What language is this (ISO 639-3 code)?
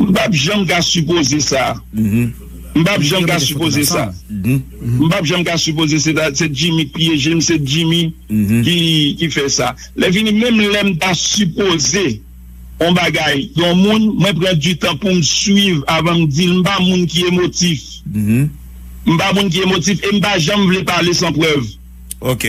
hat